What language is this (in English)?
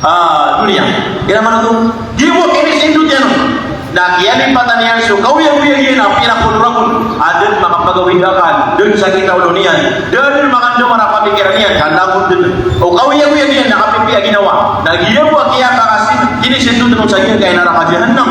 Maranao